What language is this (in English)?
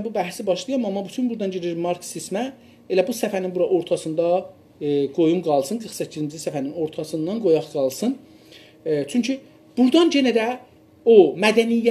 South Azerbaijani